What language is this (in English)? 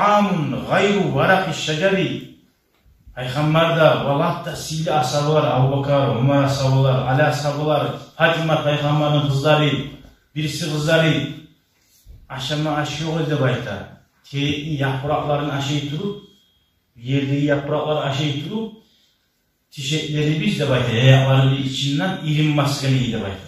Kumyk